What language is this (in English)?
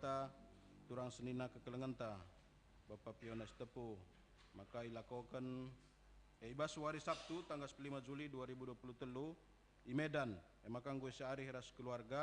Batak Karo